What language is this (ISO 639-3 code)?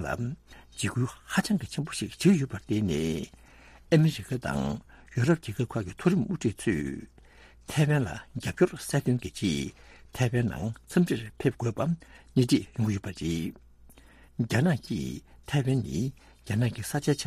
bod